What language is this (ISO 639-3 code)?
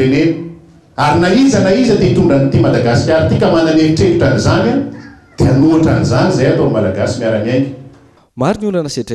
mlg